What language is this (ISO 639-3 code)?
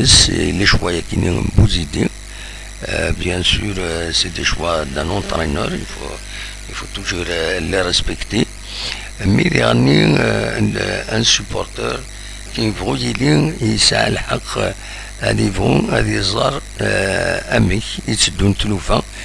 kab